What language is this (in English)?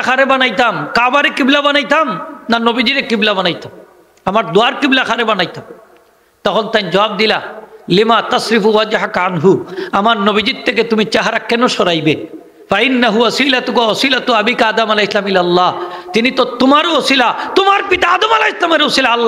Sylheti